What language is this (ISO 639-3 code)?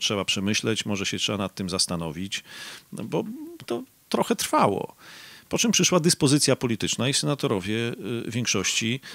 pol